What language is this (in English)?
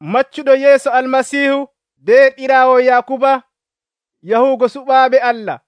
Nigerian Fulfulde